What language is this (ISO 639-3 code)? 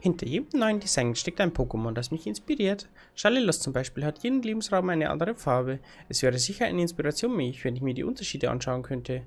bar